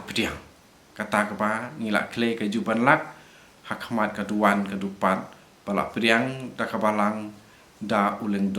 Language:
Khasi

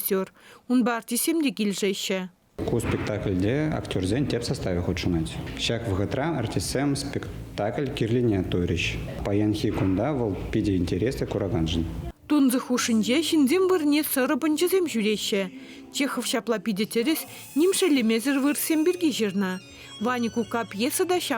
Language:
Chuvash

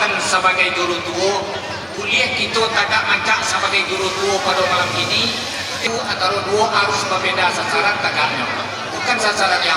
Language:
Minangkabau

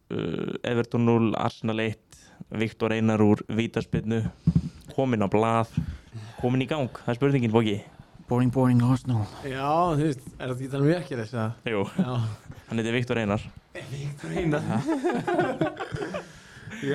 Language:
Icelandic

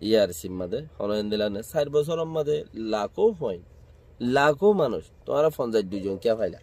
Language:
Rohingya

